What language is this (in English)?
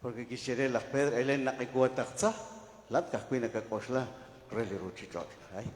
Kekchí